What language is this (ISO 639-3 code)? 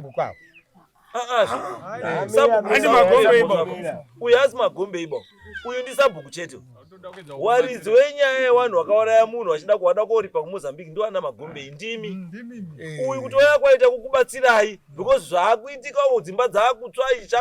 sna